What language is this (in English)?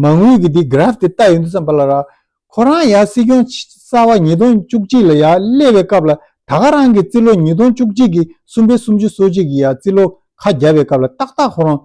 Tibetan